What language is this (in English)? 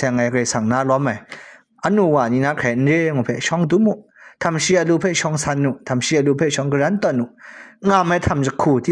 Kachin